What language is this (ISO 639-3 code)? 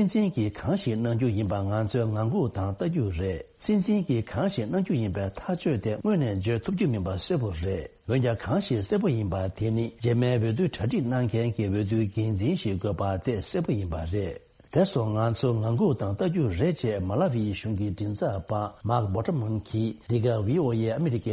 bod